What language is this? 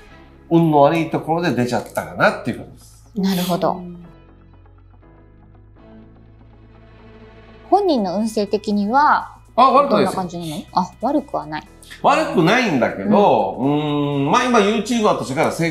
Japanese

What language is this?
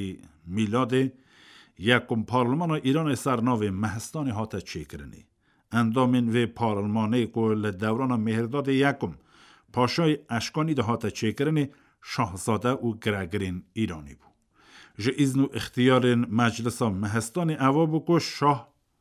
Kurdish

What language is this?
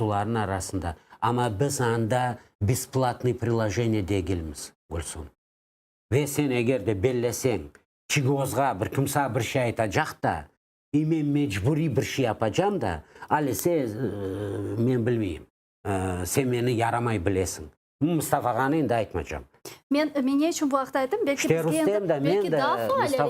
Crimean Tatar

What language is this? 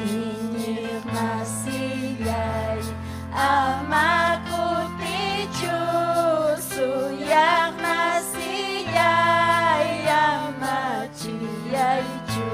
Ayacucho Quechua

